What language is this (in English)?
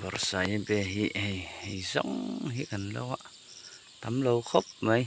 Mizo